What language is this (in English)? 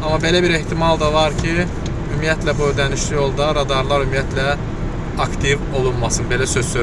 Azerbaijani